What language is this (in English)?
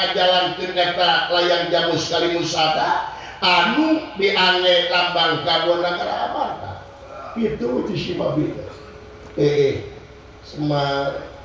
Sundanese